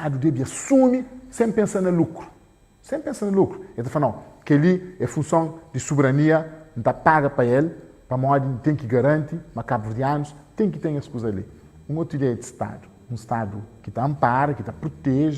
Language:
Kabuverdianu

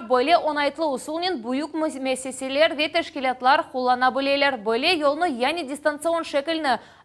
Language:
Crimean Tatar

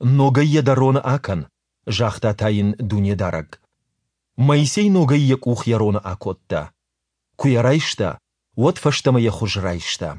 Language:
Ossetic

